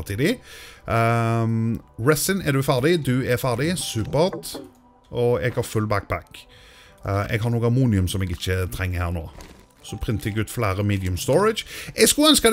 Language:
Norwegian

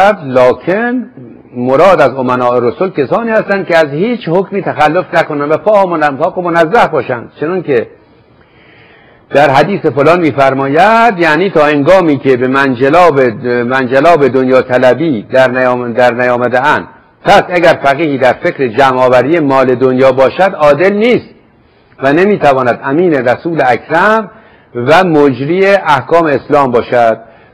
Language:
Persian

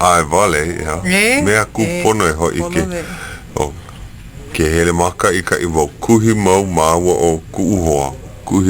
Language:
Hawaiian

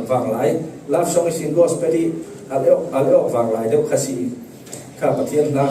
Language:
Falam Chin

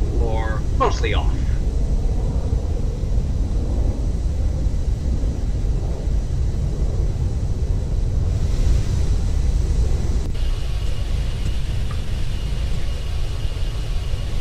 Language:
English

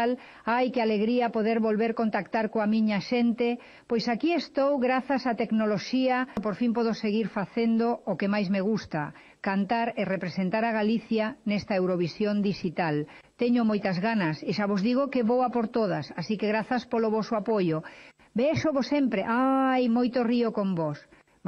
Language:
Galician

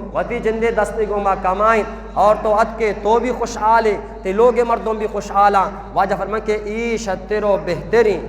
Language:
Eastern Balochi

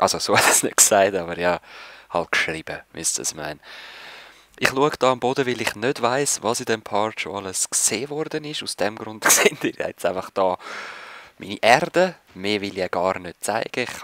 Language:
Swiss German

